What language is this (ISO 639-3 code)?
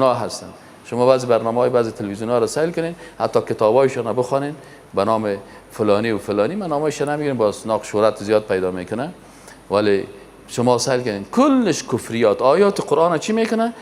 fas